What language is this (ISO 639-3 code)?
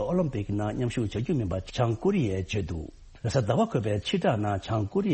bod